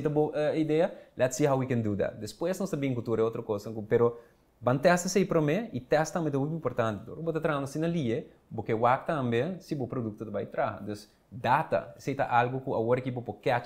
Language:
Papiamento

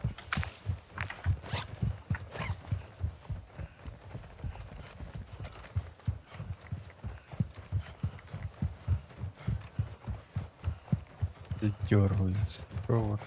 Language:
Ukrainian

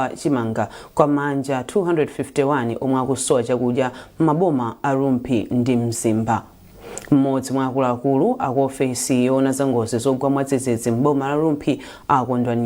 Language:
Nyanja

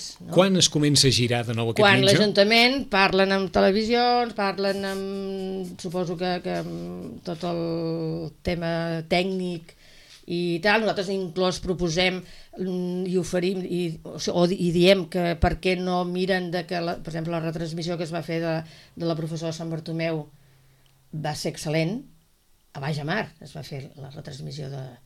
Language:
Catalan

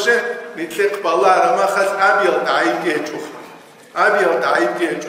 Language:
Avaric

